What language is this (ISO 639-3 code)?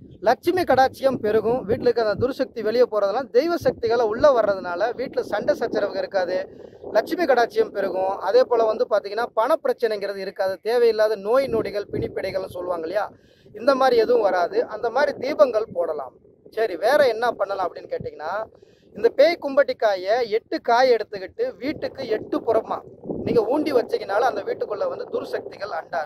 tam